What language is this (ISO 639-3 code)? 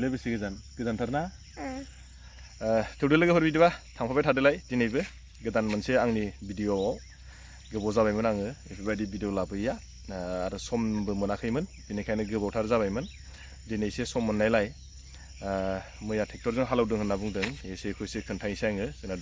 brx